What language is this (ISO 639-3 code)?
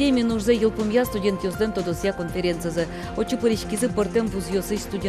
udm